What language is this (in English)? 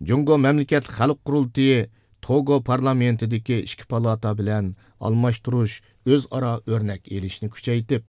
Uyghur